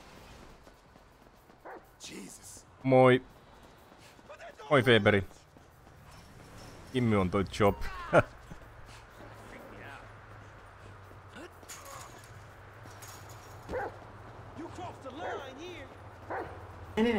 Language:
Finnish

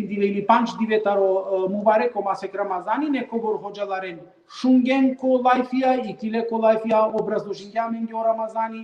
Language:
Balkan Romani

